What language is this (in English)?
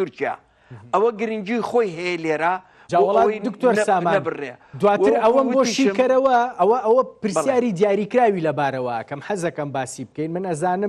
Central Kurdish